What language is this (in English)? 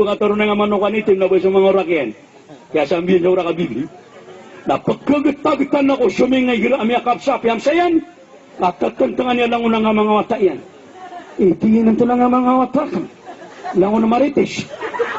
Maranao